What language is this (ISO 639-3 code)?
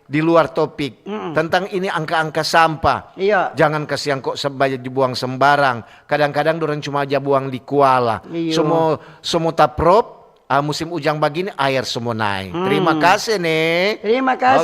xmm